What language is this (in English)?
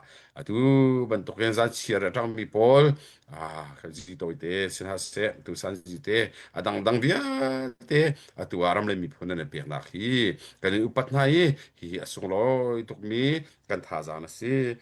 Hakha Chin